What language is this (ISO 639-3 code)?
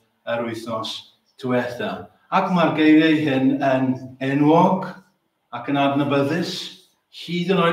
cym